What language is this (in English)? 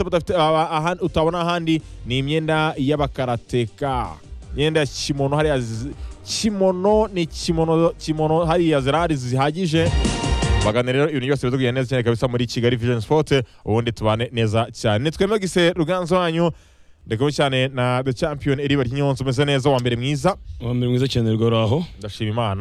Kinyarwanda